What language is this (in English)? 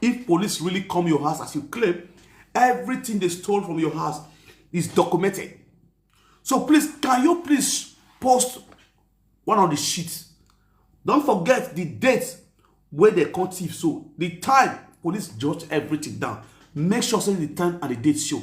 Nigerian Pidgin